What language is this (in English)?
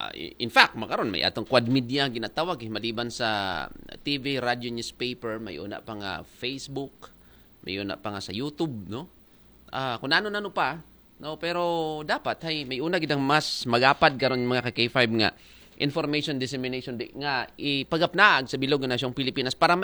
Aklanon